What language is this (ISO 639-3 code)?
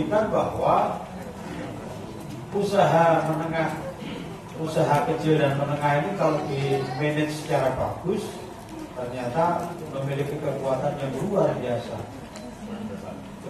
ind